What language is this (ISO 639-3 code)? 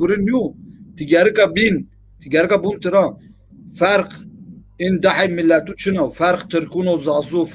zza